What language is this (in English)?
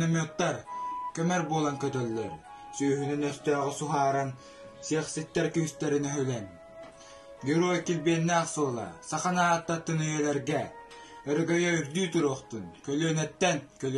Yakut